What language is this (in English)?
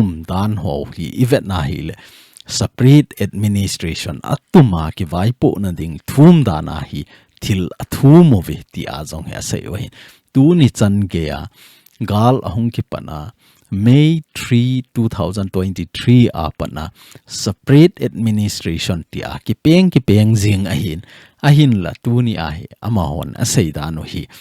Thado Chin